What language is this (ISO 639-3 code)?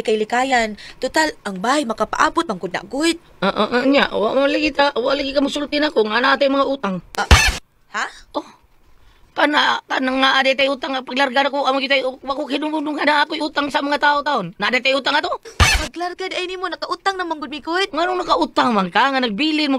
ceb